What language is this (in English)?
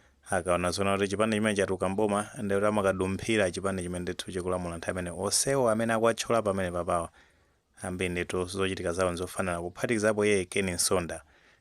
Nyanja